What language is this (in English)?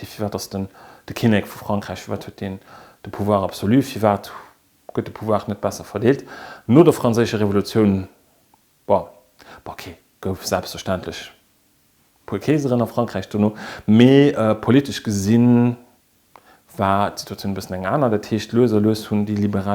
Luxembourgish